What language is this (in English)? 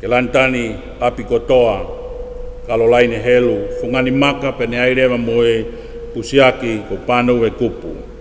Tongan